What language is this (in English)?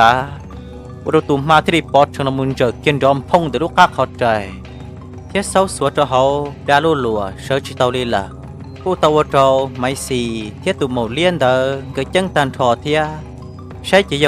Hmong